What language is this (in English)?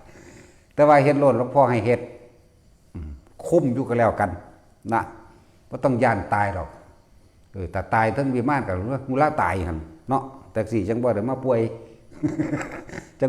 Lao